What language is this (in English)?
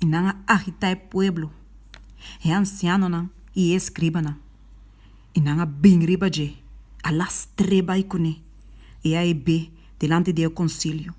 Papiamento